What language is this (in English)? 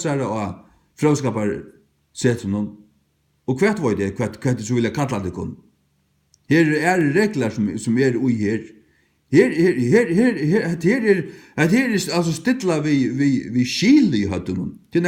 Faroese